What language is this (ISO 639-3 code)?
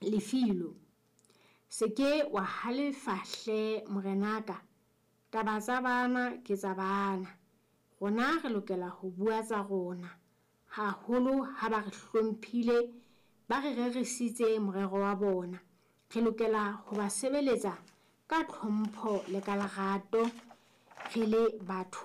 sot